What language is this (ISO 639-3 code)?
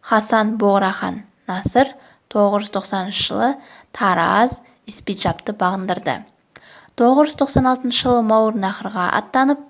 kaz